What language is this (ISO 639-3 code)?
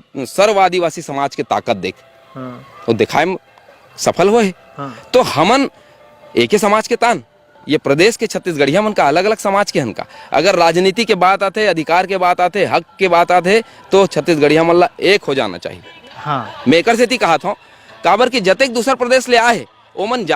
hne